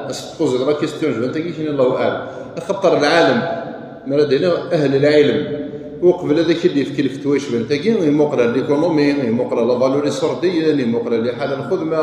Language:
Kabyle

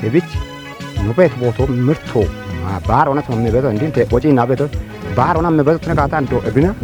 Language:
Kafa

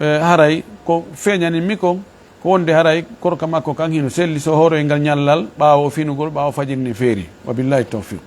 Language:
Fula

